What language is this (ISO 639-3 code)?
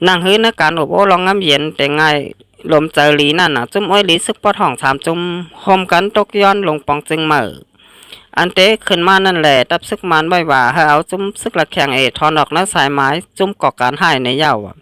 shn